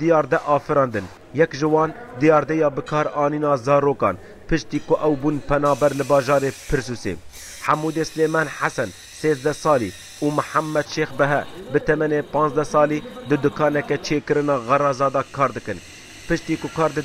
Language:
Kurdish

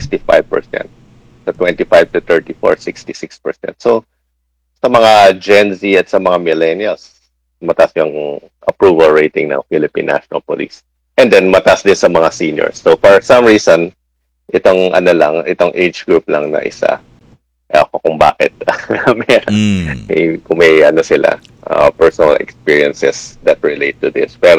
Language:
Filipino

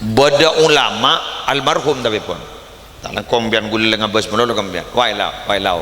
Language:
Madurese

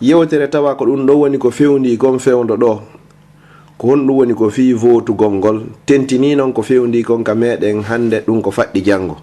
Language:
Fula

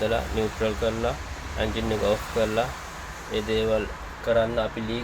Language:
Sinhala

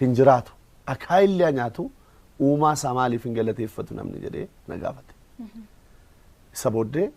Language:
Oromo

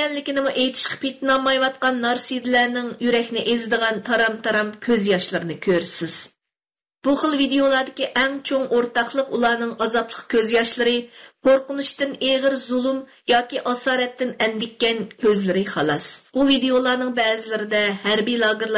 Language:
Uyghur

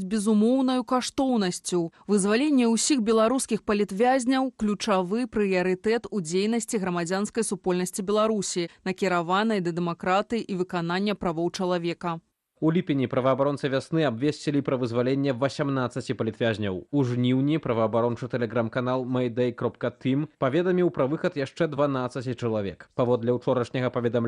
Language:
Belarusian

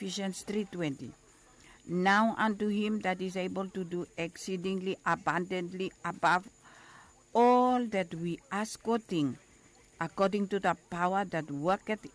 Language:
Bislama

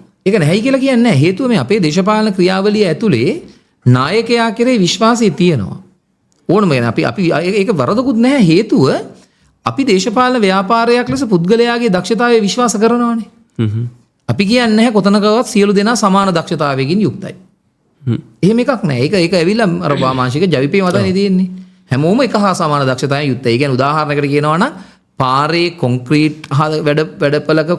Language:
Sinhala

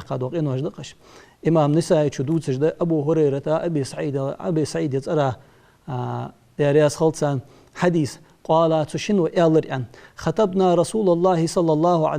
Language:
Ingush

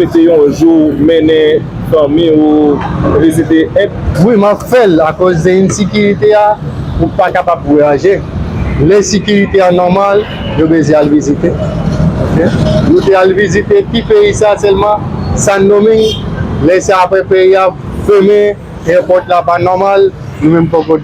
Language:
Haitian Creole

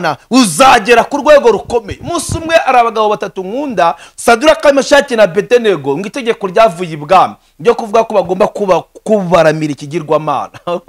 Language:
Kinyarwanda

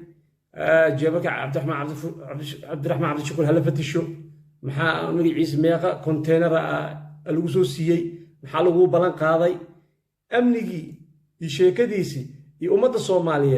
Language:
Somali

